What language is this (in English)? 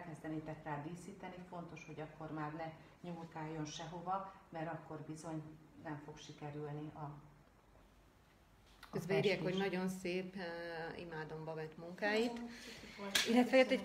Hungarian